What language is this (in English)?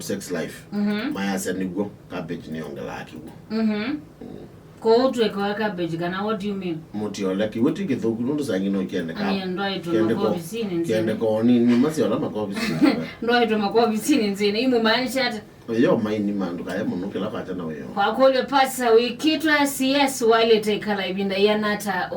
Kamba